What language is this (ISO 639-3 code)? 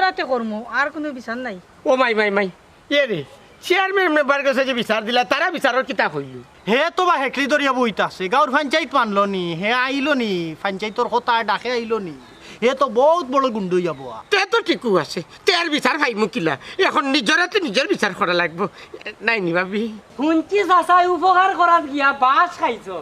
syl